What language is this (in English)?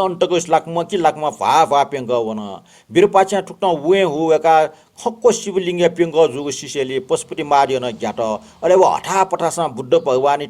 Newari